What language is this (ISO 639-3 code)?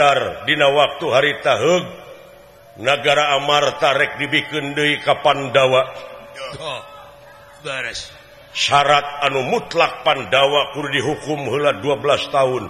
sun